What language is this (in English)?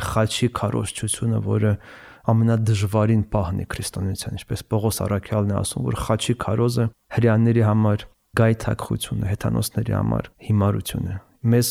Armenian